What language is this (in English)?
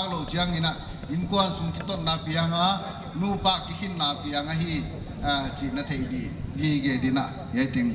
Paite Chin